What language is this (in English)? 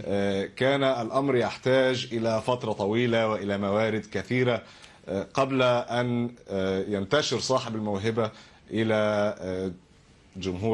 Arabic